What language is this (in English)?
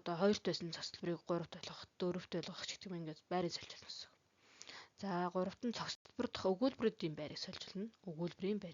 Mongolian